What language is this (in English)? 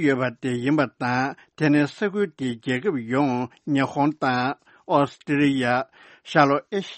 Tibetan